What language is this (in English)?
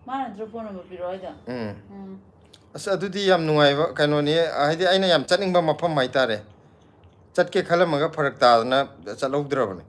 Manipuri